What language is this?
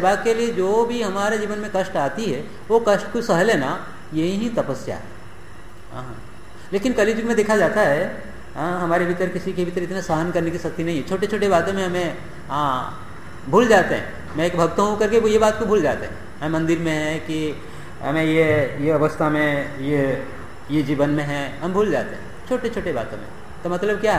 Hindi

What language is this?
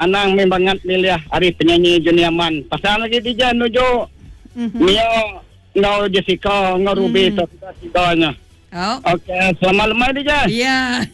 Iban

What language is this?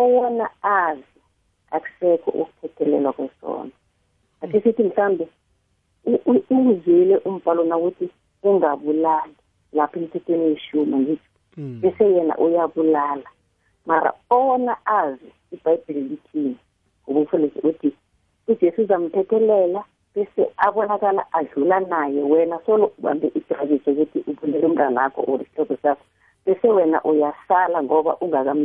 South Ndebele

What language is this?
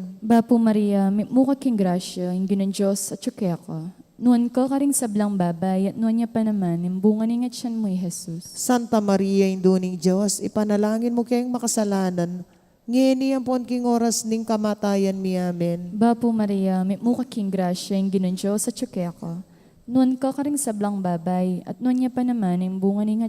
Pampanga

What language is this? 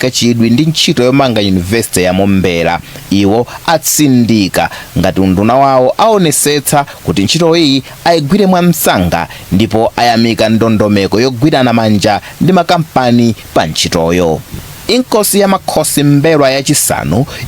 Nyanja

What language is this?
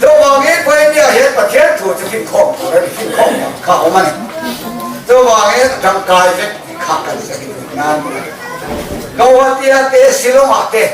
Mizo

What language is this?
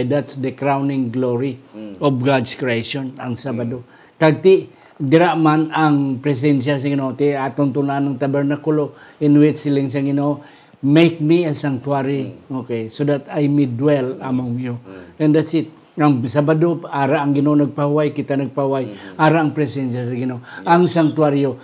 Hiligaynon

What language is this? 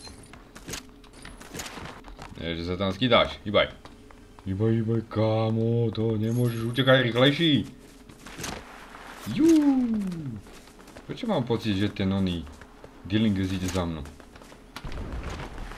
Slovak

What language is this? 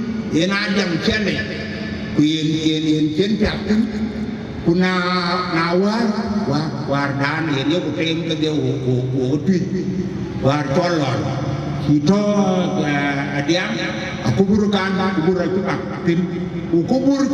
Dinka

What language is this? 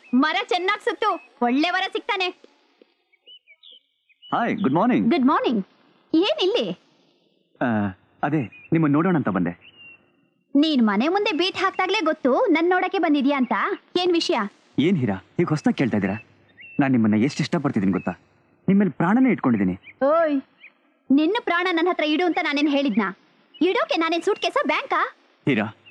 Kannada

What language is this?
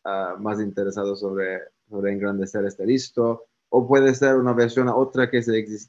Ladino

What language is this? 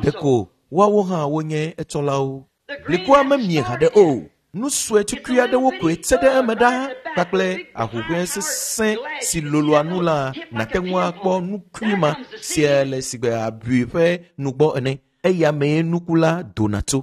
Ewe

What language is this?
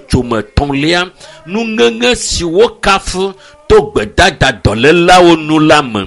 Ewe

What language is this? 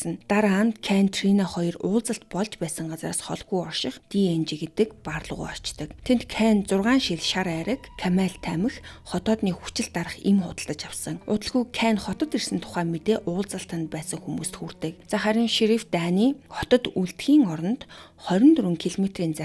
Mongolian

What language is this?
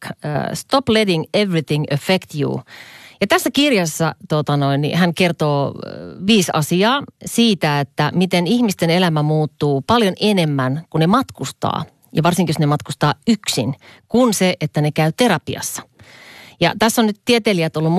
Finnish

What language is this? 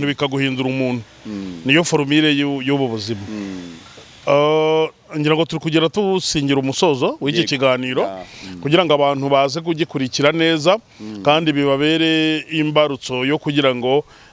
Kinyarwanda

